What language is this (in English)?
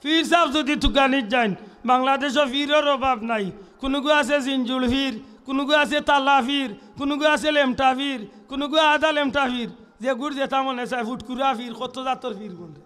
Sylheti